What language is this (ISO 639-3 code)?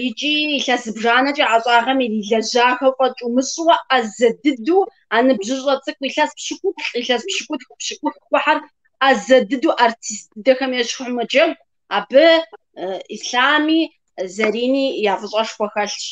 kbd